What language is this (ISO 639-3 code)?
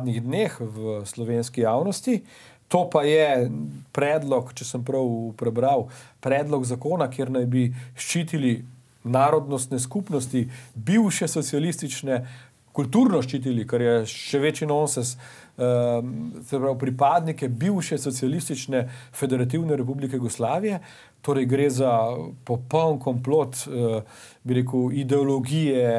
slv